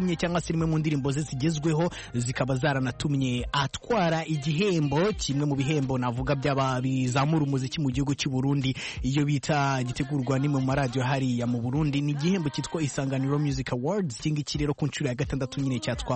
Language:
Kinyarwanda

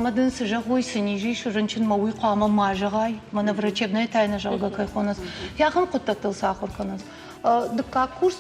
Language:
Ossetic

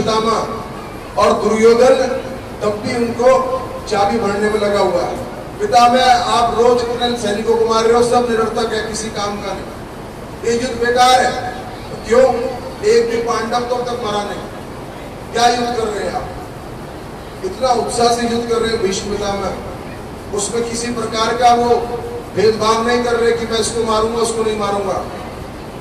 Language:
Hindi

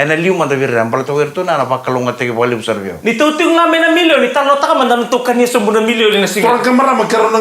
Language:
Fijian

